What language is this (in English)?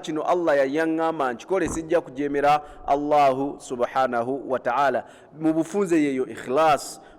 Ganda